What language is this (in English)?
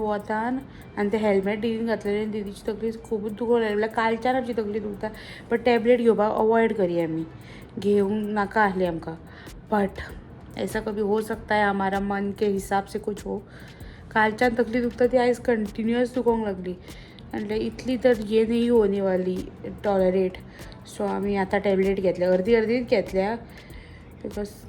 Konkani